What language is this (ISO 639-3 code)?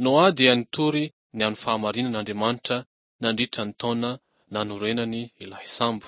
mlg